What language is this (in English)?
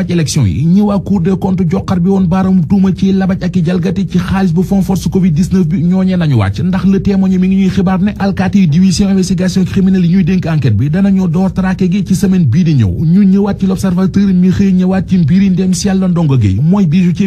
Wolof